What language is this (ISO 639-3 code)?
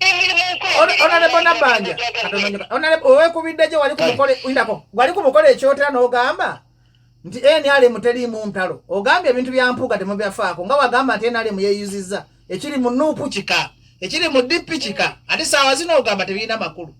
lug